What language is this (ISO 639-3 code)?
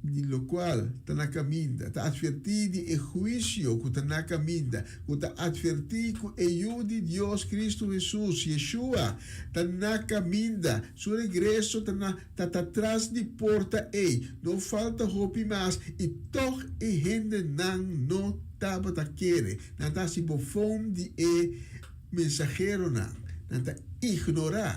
pap